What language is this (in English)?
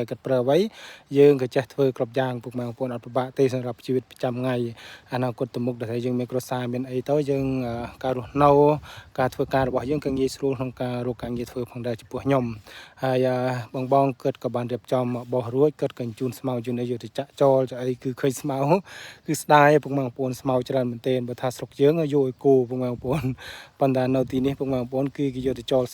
Khmer